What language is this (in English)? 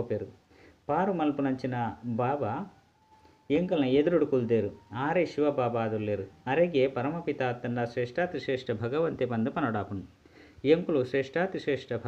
Tulu